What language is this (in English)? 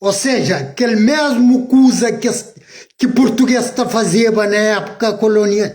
Kabuverdianu